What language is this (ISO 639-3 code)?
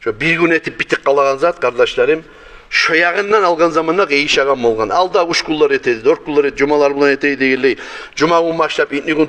kum